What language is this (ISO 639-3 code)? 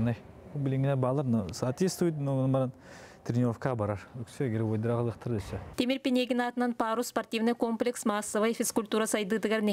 sah